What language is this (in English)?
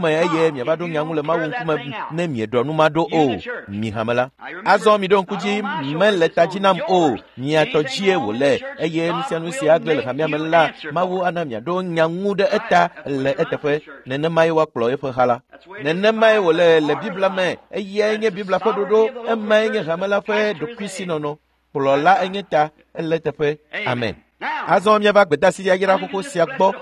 Ewe